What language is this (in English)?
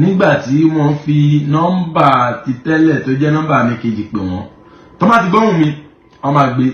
Yoruba